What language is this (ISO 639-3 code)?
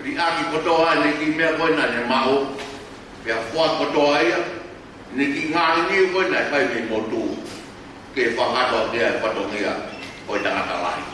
ton